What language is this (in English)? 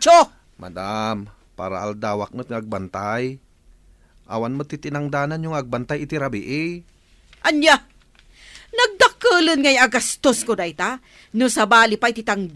Iloko